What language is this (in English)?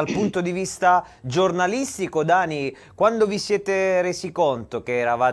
Italian